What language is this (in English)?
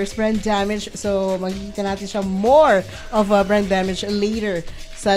Filipino